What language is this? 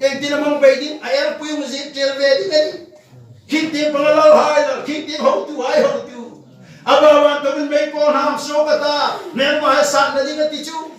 Hmar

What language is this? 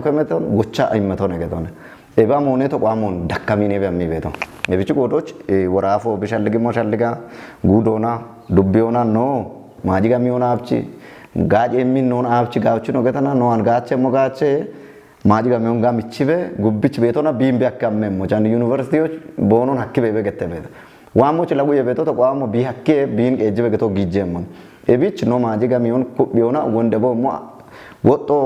Kafa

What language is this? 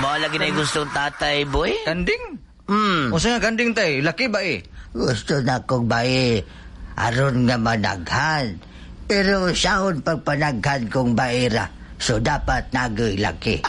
Cebuano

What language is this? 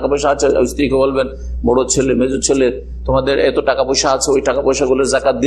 Bangla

